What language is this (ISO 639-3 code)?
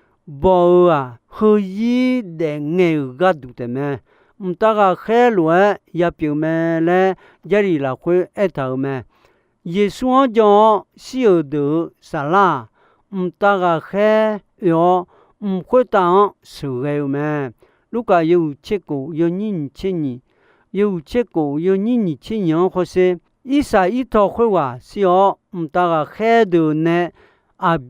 ahk